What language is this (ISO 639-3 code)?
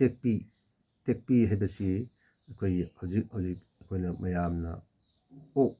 mni